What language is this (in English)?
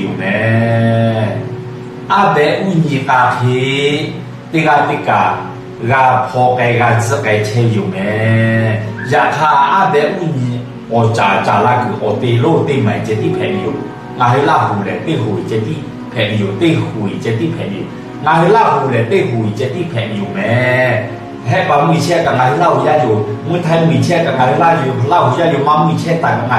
Lahu